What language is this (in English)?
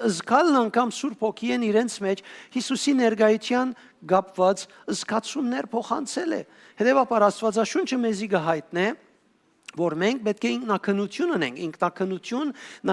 Western Armenian